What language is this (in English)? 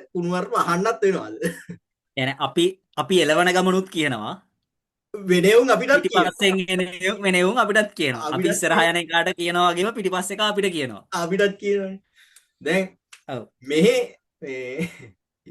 Sinhala